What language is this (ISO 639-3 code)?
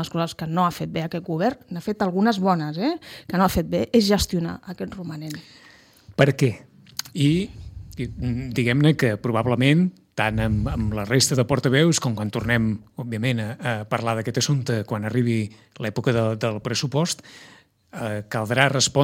cat